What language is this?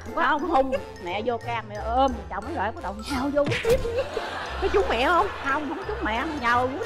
Vietnamese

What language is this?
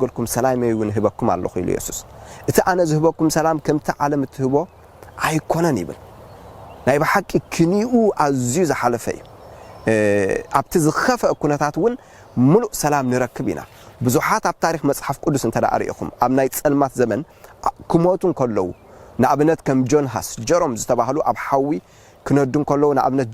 Tigrinya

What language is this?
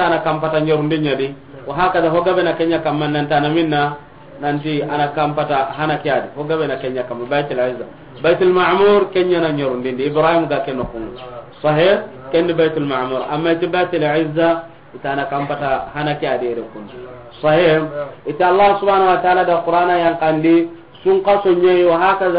Soninke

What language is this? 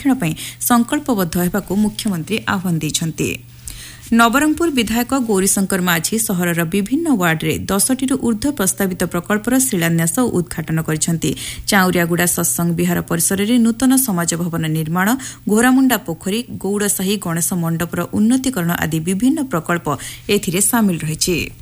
Odia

